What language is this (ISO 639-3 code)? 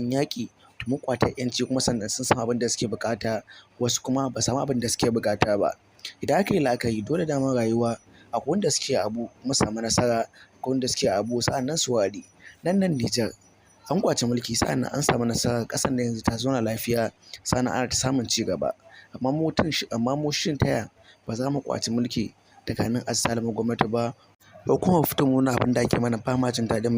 hau